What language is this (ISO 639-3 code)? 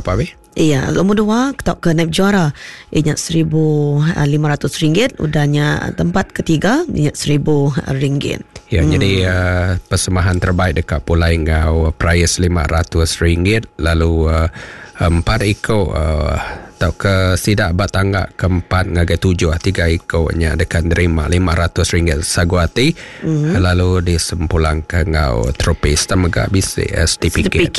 iba